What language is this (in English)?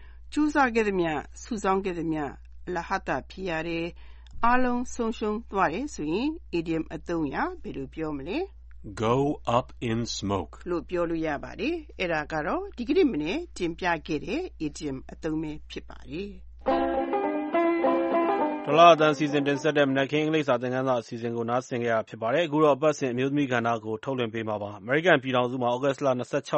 Burmese